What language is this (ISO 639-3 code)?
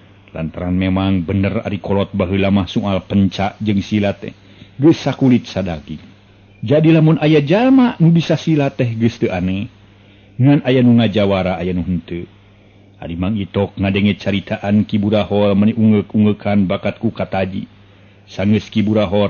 sun